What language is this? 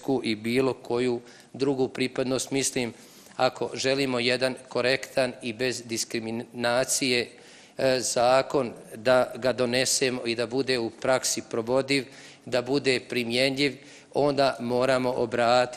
Bosnian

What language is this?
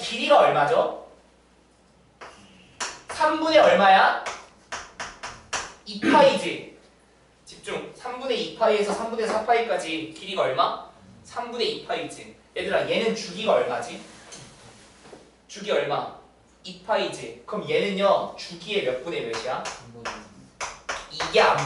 Korean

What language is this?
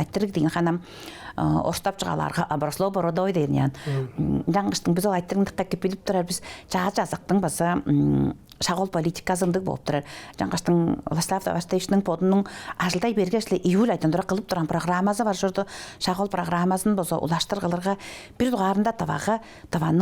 Tuvinian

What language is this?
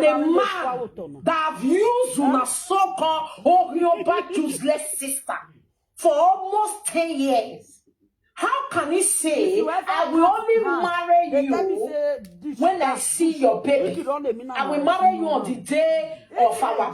Nigerian Pidgin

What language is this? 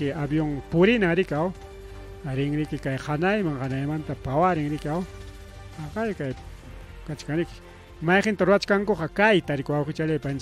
Ayacucho Quechua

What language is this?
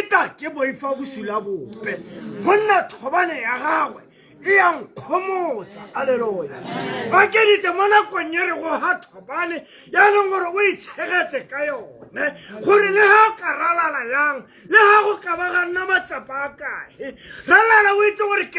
Tswana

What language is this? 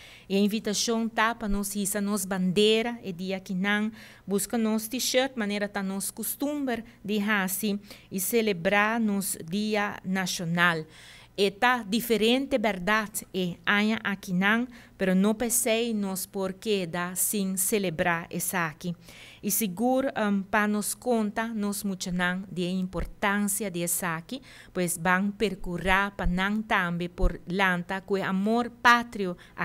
Papiamento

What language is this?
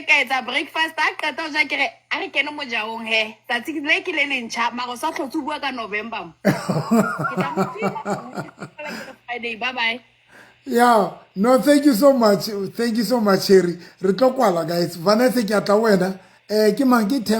Southern Sotho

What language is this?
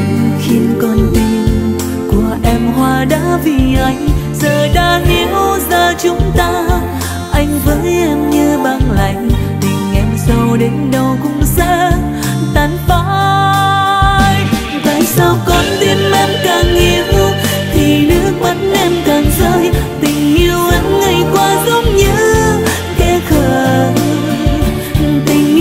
Vietnamese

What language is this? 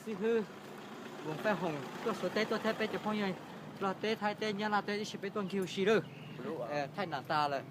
Hmong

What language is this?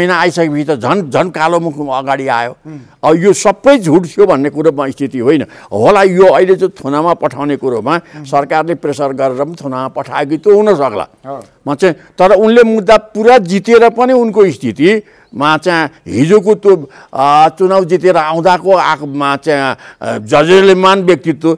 Nepali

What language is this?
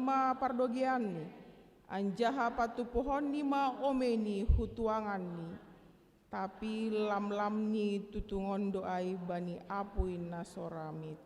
Batak Simalungun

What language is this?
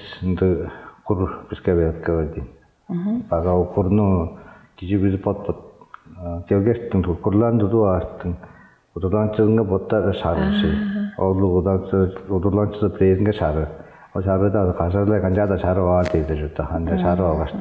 Tuvinian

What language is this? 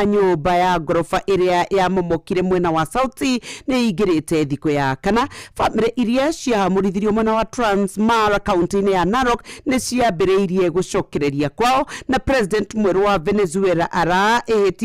Kikuyu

